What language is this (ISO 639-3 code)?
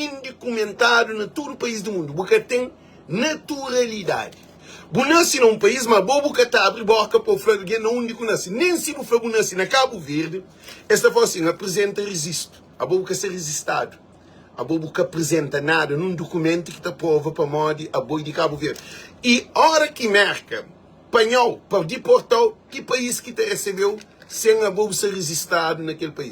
kea